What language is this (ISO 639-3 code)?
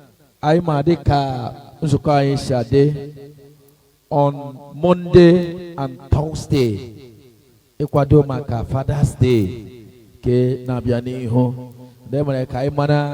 ibo